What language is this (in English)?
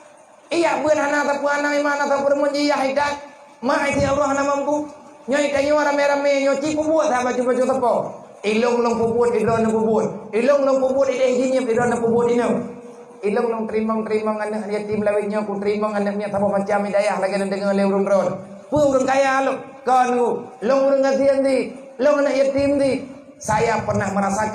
Achinese